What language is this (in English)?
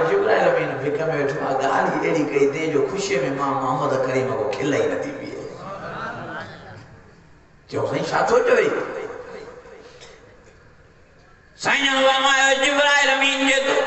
Sindhi